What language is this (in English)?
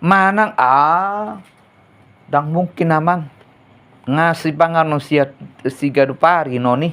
Batak Toba